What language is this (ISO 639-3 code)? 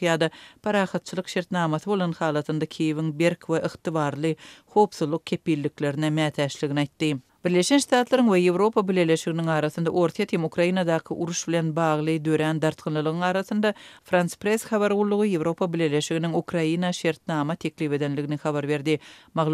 tuk